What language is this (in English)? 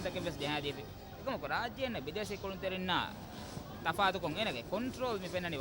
Divehi